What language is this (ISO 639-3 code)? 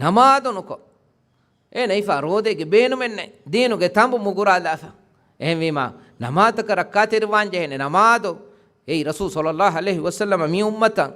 div